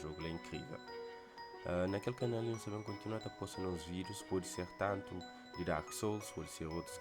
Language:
Kabuverdianu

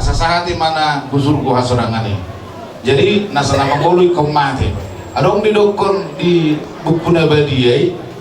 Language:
Batak Toba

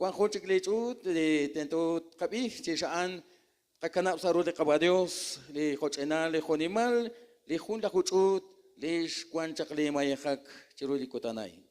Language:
Kekchí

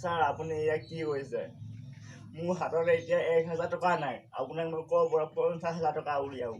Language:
Assamese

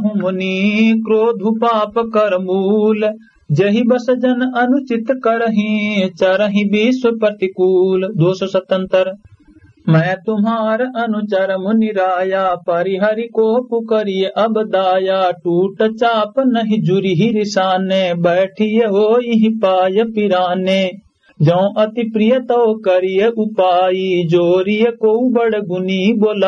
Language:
Awadhi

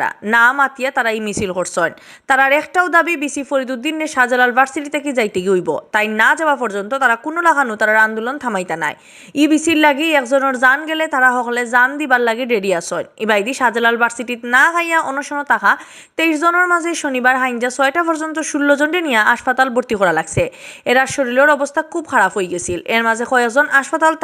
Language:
Sylheti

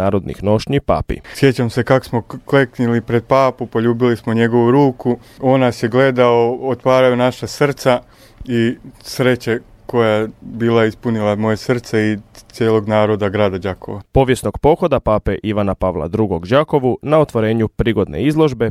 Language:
Croatian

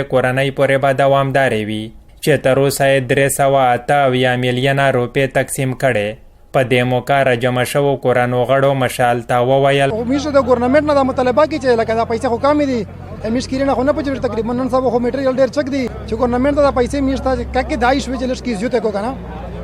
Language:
Pashto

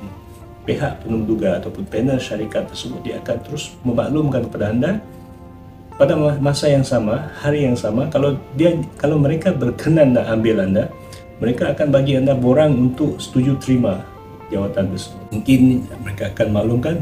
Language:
Malay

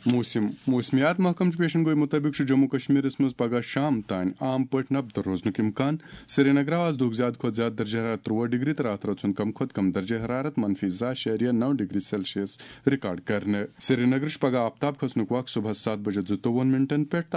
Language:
Kashmiri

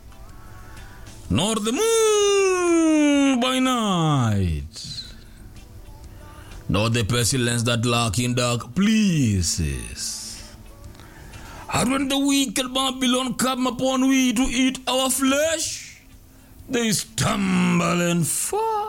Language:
Swahili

